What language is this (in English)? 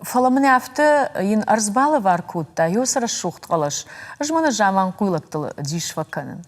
Ossetic